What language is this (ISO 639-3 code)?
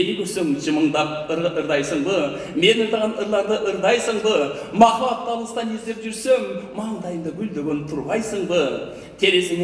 kir